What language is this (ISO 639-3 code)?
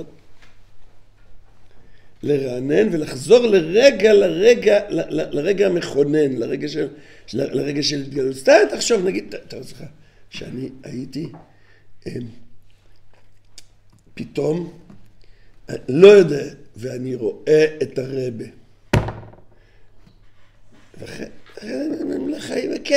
heb